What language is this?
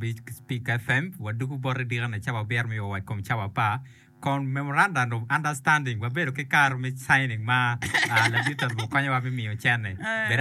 Acoli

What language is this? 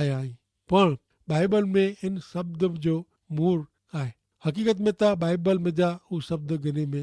Kachhi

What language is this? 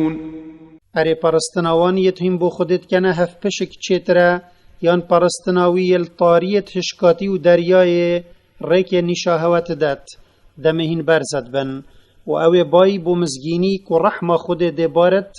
Kurdish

